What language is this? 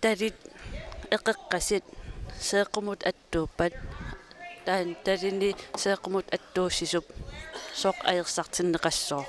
Kalaallisut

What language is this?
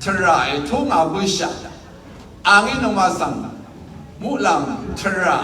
Rawang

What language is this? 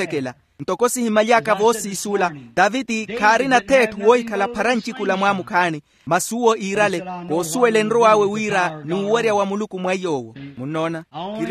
Makhuwa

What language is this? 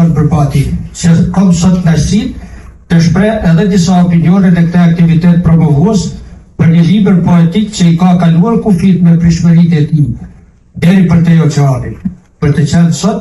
Albanian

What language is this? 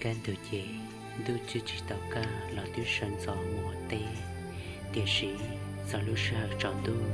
Hmong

